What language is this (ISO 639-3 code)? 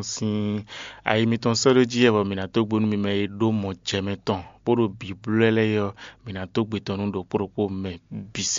fon